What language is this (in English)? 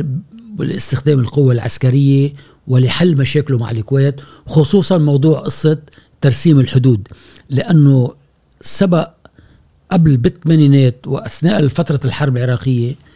Gulf Arabic